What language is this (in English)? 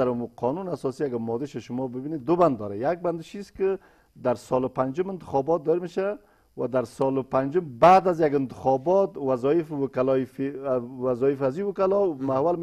Persian